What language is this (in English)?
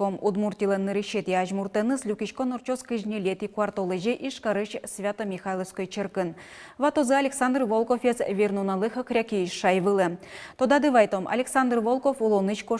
Udmurt